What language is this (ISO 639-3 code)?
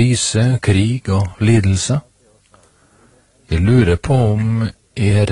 nor